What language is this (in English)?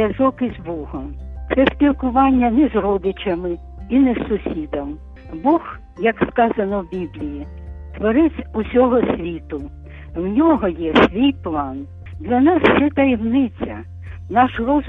Ukrainian